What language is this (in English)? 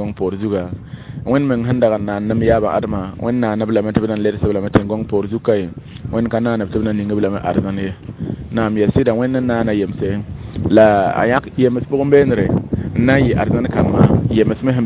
Mossi